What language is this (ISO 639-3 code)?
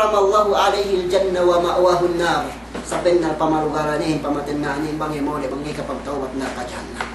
yka